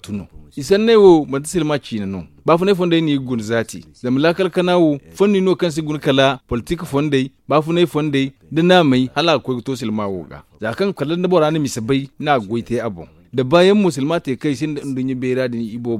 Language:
Zarma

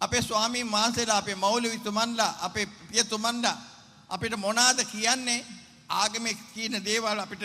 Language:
Sinhala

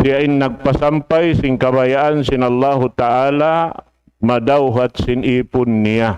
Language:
Tausug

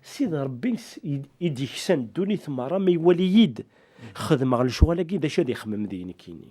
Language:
Kabyle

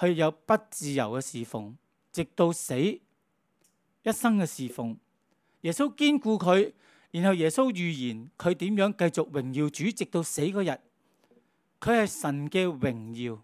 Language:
Cantonese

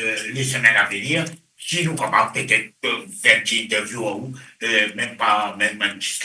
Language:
Morisyen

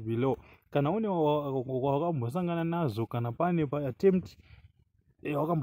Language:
Shona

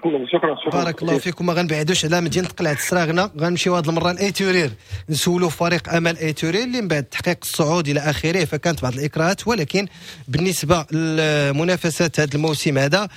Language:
Moroccan Arabic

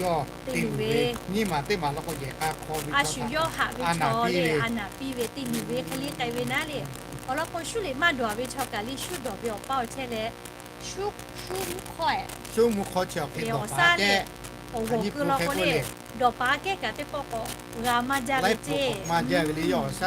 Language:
Lahu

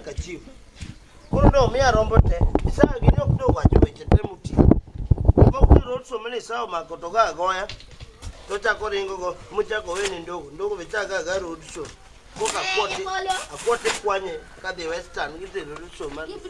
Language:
Luo (Kenya and Tanzania)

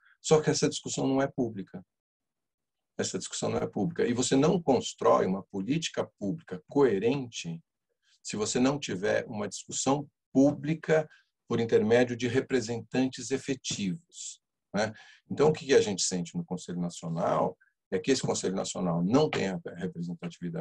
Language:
Portuguese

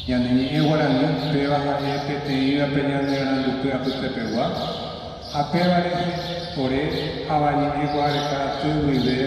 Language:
Guarani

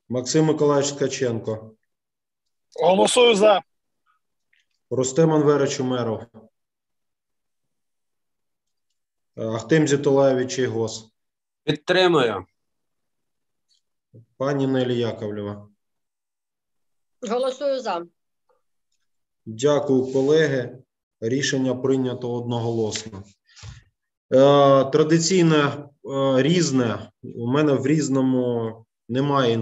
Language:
Ukrainian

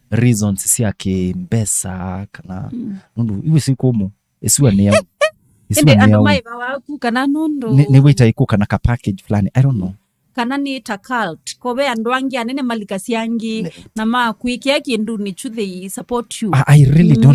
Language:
Kamba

